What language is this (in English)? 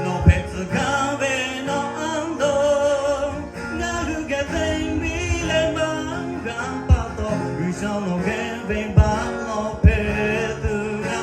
Lahu